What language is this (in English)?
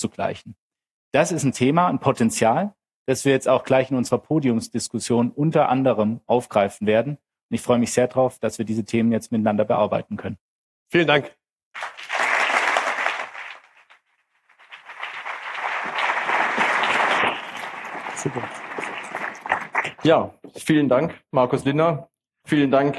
German